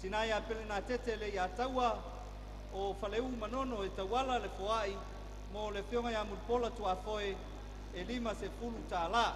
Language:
Samoan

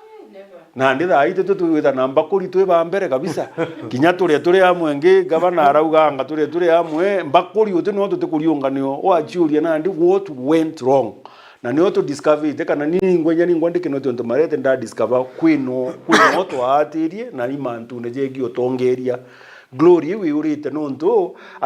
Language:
Meru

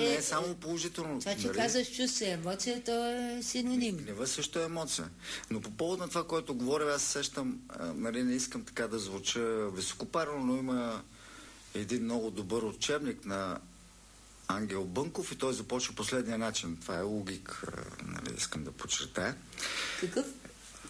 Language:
Bulgarian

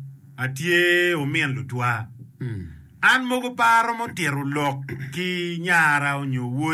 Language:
Acoli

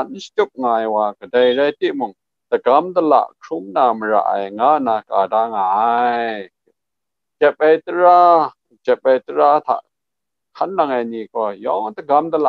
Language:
Kachin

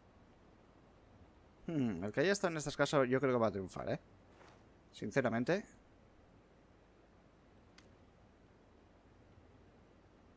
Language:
Spanish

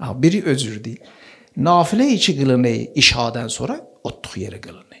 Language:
Azerbaijani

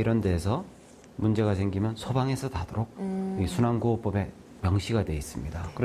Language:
Korean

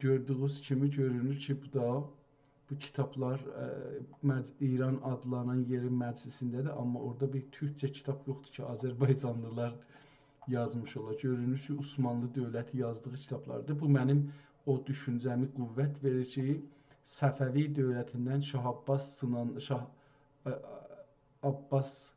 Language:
South Azerbaijani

